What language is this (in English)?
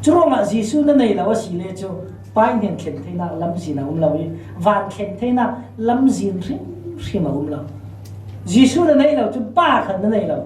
Falam Chin